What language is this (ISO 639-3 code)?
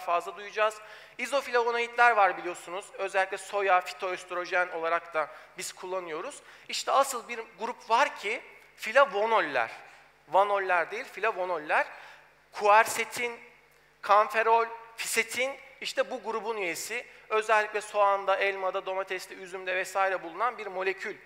tur